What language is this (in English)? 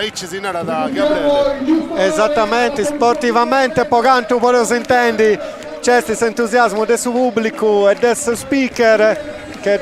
Sardinian